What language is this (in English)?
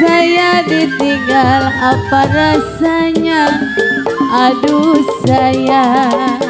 Betawi